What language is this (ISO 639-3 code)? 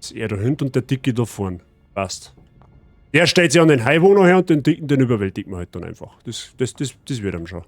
bar